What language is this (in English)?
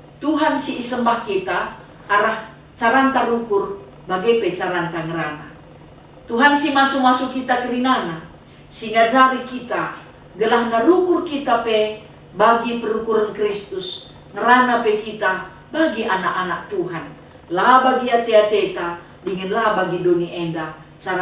Batak Karo